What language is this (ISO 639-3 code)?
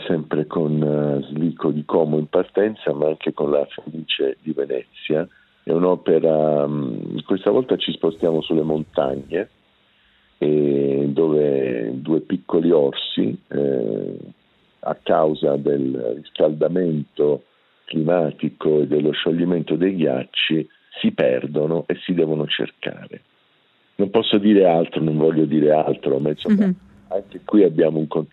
ita